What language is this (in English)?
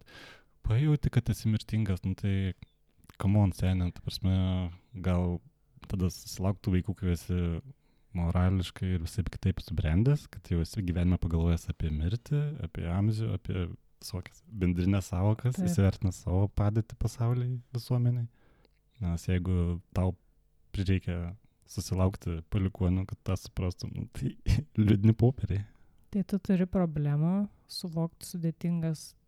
Lithuanian